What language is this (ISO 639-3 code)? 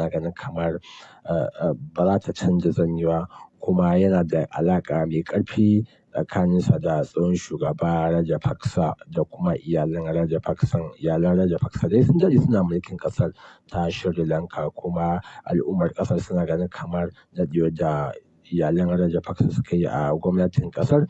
hau